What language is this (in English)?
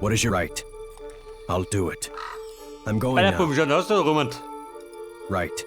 Bavarian